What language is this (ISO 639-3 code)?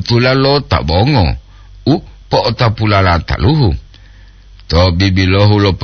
gor